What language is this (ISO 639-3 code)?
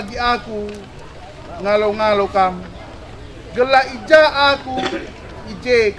btx